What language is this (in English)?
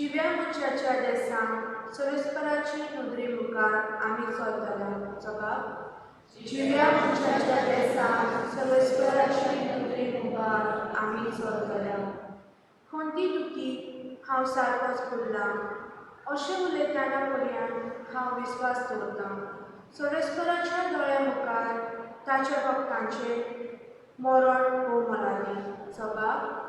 Konkani